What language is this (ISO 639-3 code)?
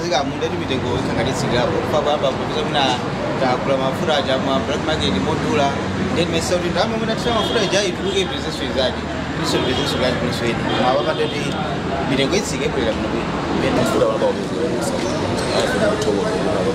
nya